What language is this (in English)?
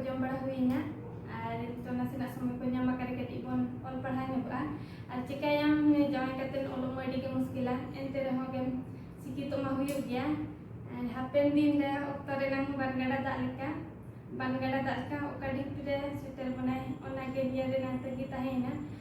Santali